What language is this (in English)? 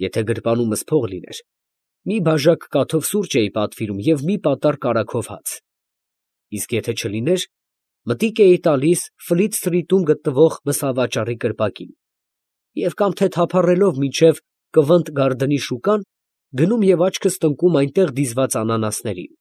Armenian